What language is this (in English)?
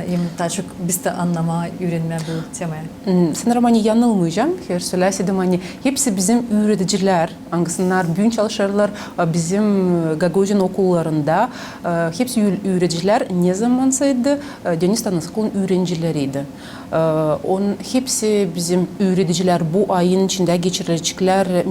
Gagauz